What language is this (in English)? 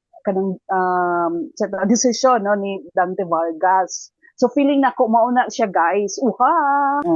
Cebuano